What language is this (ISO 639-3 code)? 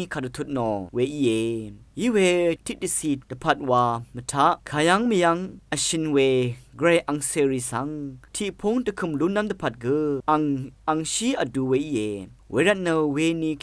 raw